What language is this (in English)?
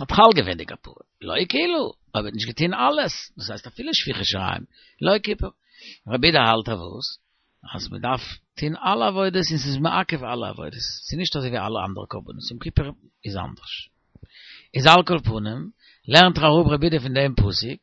Yiddish